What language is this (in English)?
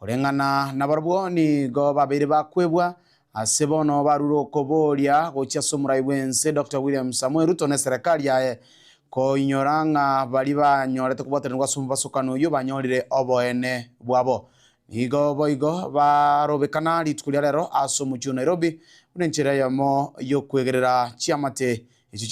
Gusii